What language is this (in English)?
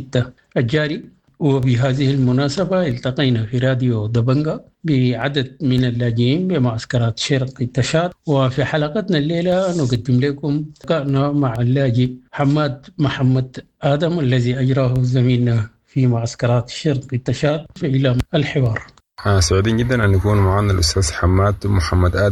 Sudanese Arabic